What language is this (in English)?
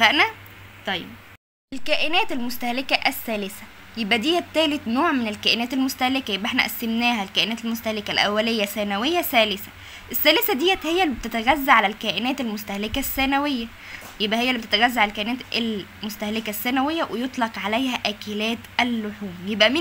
Egyptian Arabic